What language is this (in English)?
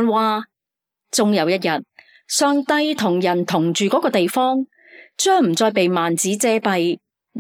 Cantonese